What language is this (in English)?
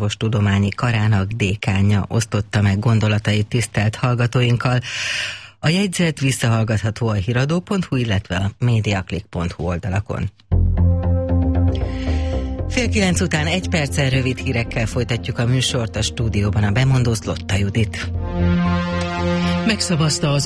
Hungarian